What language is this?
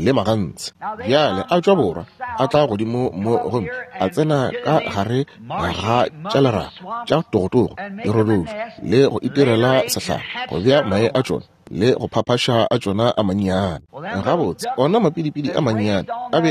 Northern Sotho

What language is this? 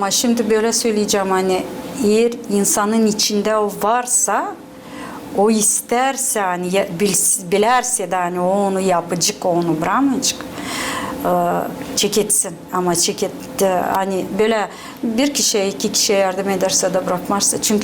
Gagauz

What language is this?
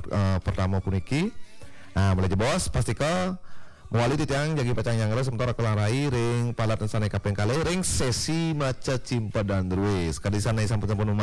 Balinese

